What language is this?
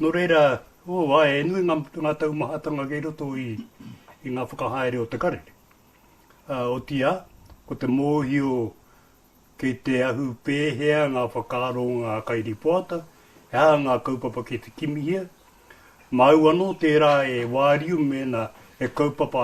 Māori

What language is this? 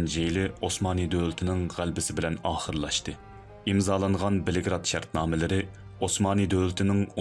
Uyghur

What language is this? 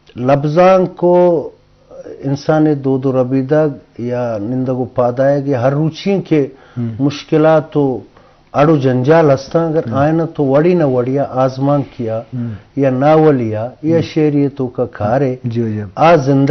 Eastern Balochi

